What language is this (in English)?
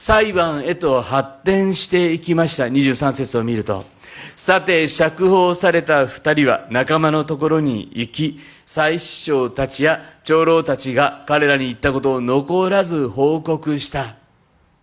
Japanese